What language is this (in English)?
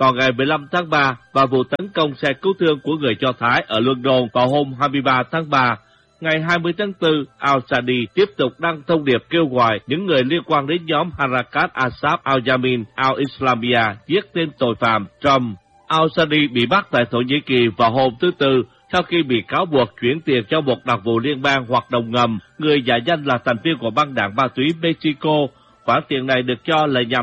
Vietnamese